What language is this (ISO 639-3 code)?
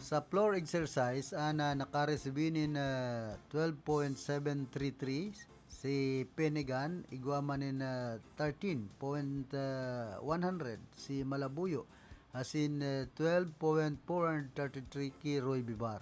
bik